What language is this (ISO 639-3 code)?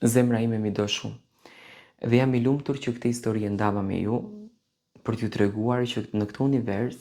sqi